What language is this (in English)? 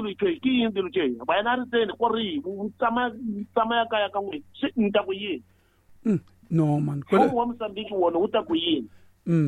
Tsonga